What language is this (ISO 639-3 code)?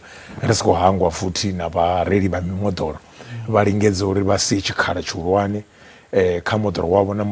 ven